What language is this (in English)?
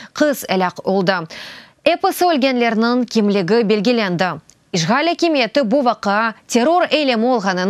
Crimean Tatar